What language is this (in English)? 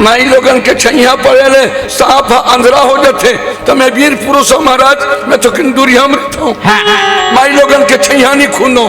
Chhattisgarhi